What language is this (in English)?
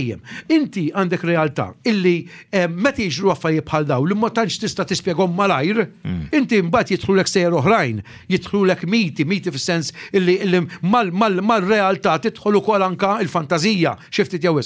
Maltese